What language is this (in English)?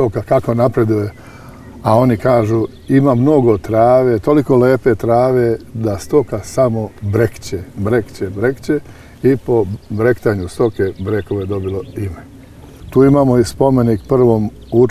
Serbian